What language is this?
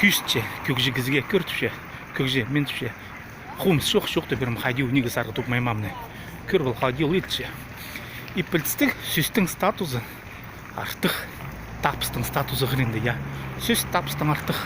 Khakas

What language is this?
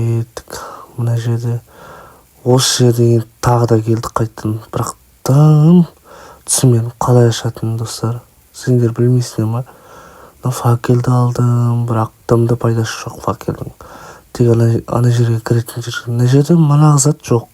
Kazakh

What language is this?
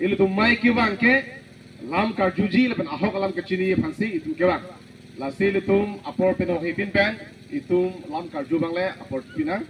Karbi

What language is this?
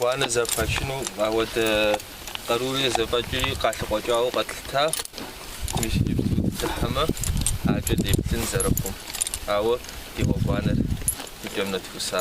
Kabardian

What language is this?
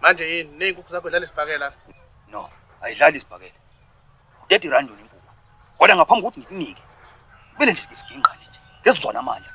Zulu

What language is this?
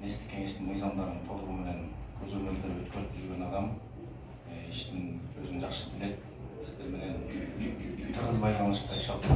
Kyrgyz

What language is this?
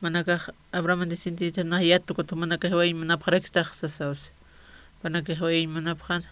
Aymara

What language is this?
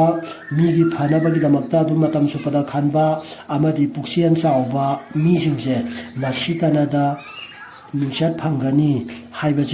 Manipuri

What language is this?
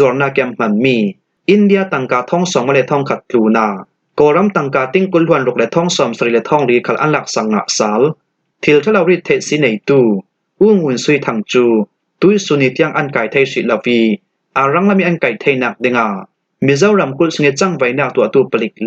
Falam Chin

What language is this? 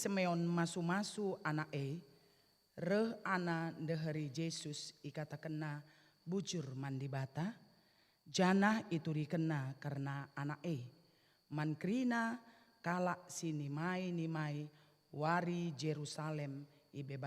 Batak Karo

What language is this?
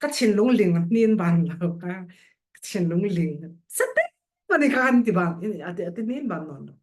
Falam Chin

